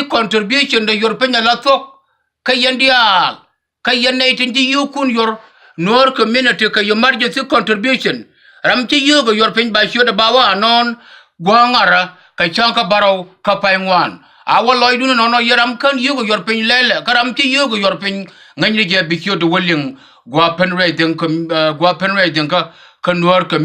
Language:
Nuer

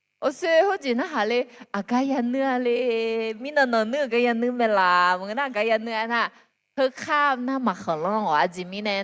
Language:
Akha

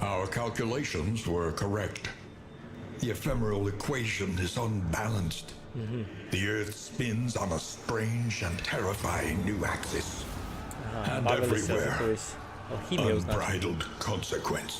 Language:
Rusyn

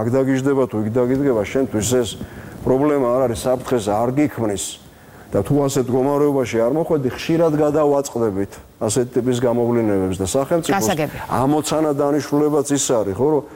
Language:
Georgian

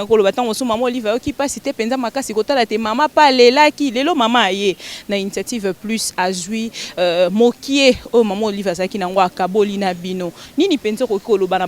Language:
Lingala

